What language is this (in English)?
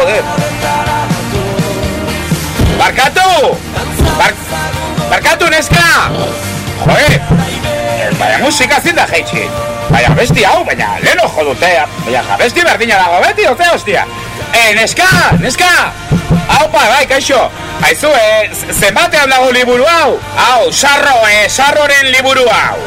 Basque